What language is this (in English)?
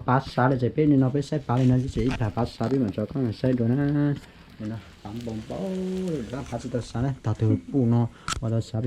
Hmong